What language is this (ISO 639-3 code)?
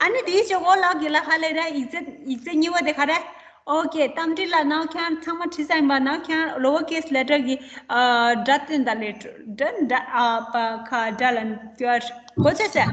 bod